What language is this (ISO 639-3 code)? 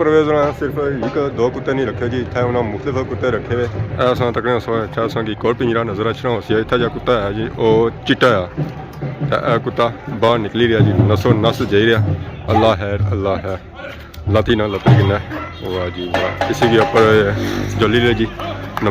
phr